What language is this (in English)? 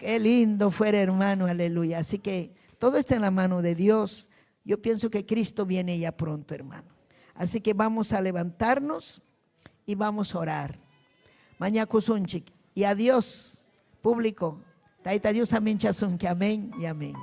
Ayacucho Quechua